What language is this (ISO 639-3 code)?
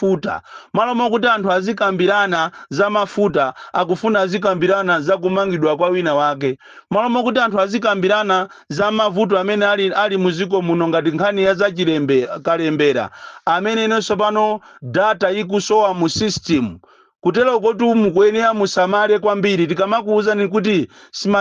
nya